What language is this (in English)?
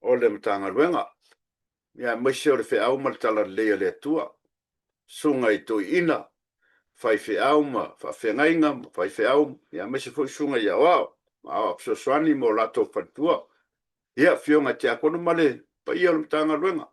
Samoan